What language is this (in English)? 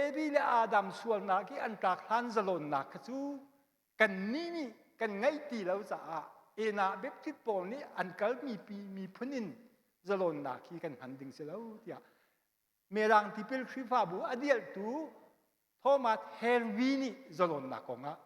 Hakha Chin